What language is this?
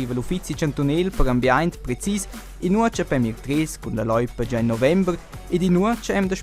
Romansh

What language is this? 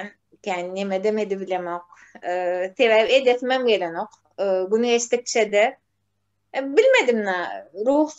Turkmen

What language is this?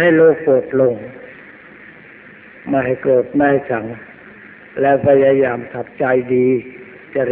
Thai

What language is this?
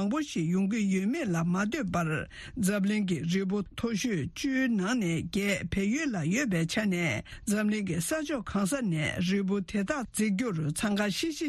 Tibetan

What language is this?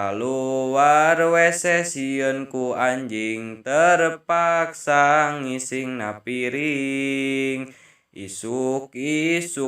Sundanese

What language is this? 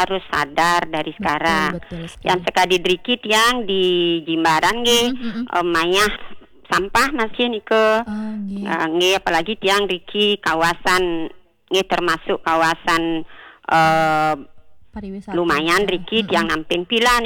Balinese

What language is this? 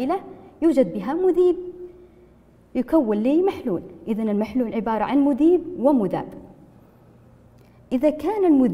Arabic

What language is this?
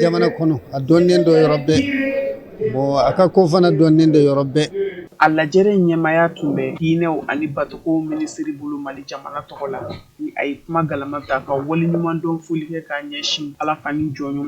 Bambara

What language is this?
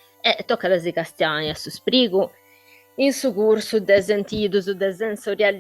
Sardinian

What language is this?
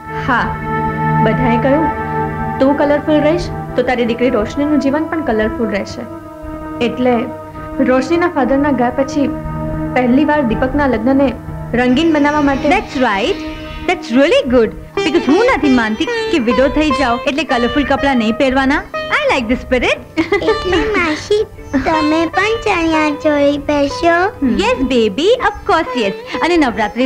Gujarati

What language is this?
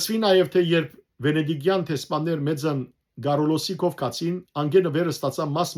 Western Armenian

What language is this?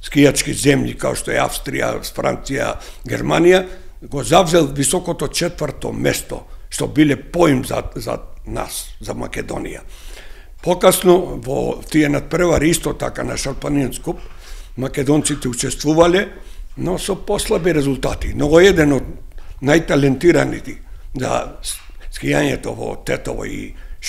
Macedonian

